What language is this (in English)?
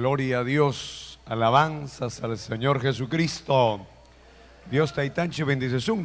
Ayacucho Quechua